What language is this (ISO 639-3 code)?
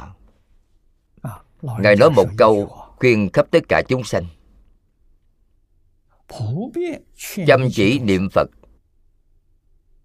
vie